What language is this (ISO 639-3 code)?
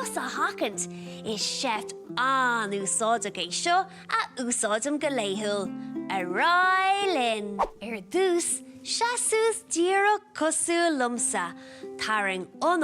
gle